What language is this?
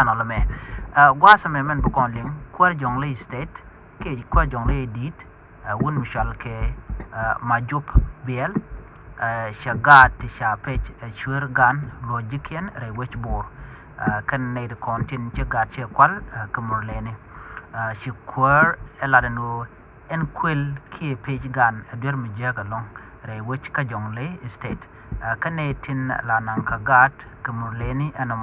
Nuer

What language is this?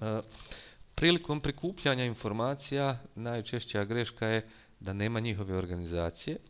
Bosnian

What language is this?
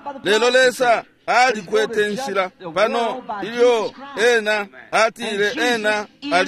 Bemba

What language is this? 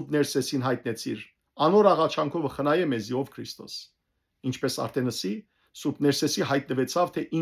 Western Armenian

